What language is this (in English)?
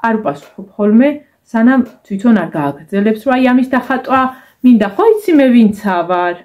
Georgian